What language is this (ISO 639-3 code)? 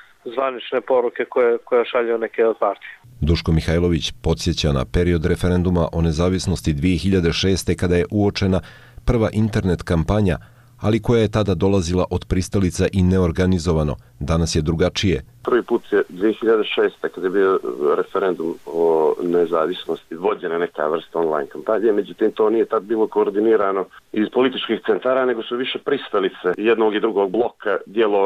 hrv